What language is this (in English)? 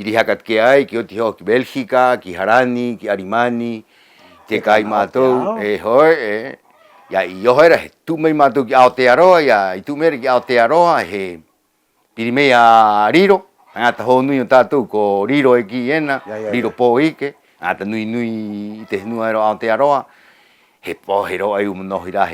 Rapanui